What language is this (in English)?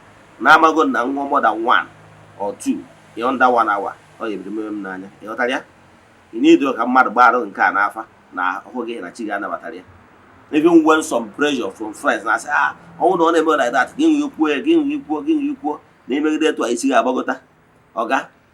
Igbo